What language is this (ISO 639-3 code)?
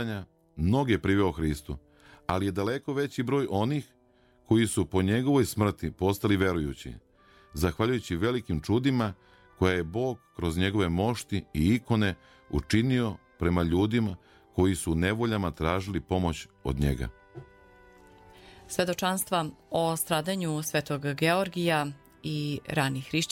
srp